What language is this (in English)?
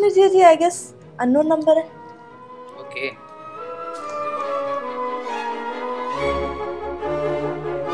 Hindi